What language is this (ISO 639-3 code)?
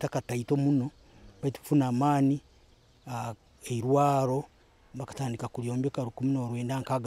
nyo